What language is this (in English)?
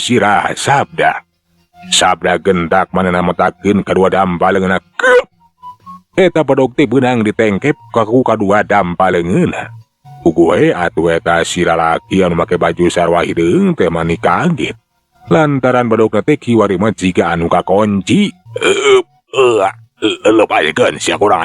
Sundanese